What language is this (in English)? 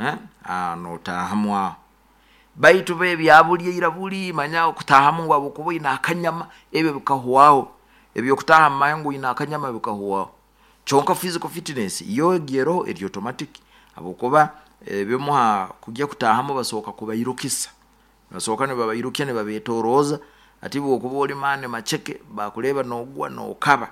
Nyoro